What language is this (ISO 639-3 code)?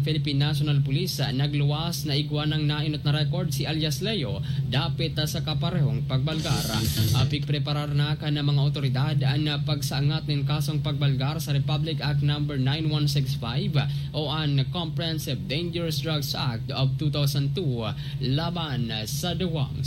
bik